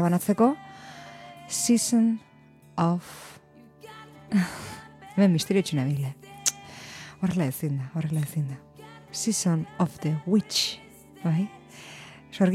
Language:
Basque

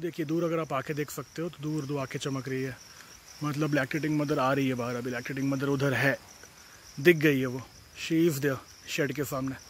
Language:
Hindi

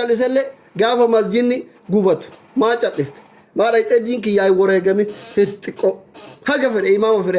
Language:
Oromo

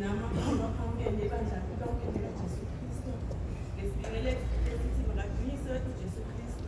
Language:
Zulu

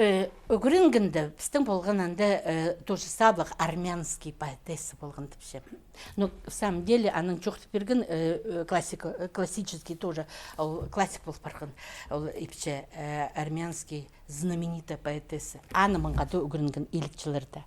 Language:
Khakas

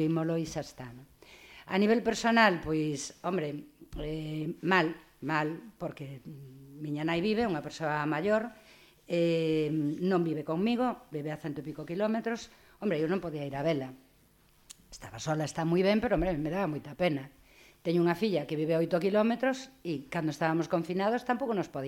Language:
Galician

